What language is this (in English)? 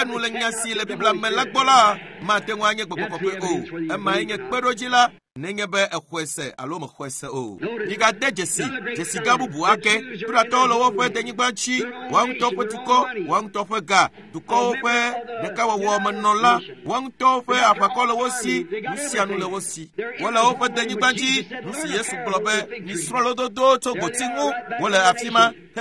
Ewe